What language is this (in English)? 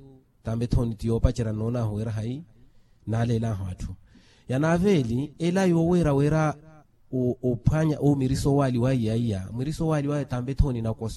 Makhuwa